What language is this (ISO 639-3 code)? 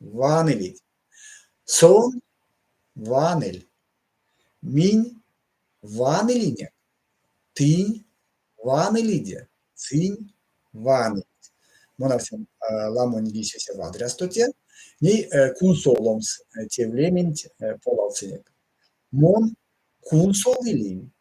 myv